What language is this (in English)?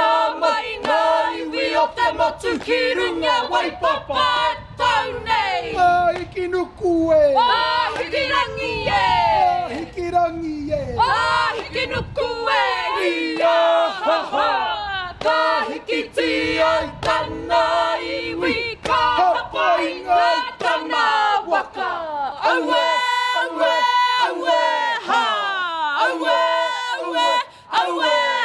Māori